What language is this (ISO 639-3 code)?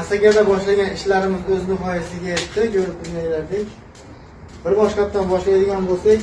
uzb